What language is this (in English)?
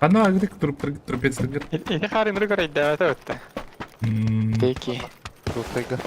Yakut